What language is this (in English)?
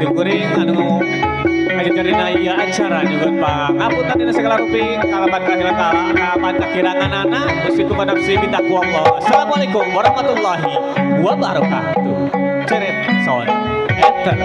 Sundanese